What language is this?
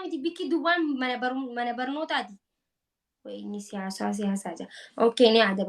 Oromo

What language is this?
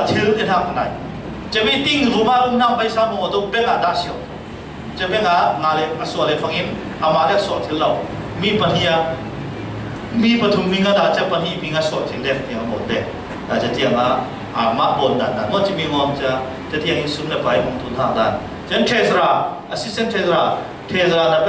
Falam Chin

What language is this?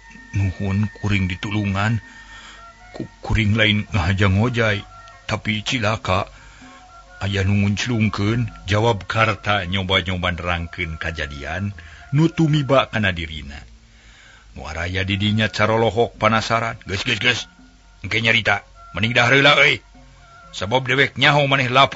Sundanese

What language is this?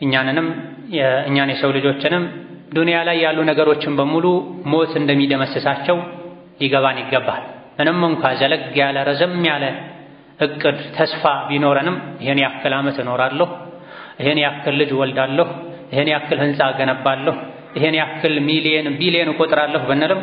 Amharic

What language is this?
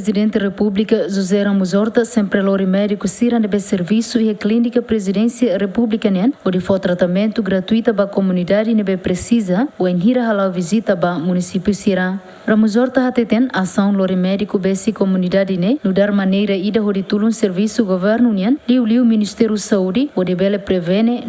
Tetum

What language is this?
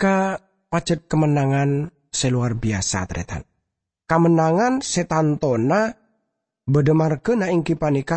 Madurese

